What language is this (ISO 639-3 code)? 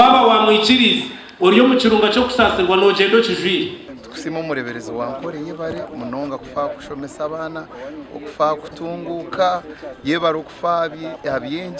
nyn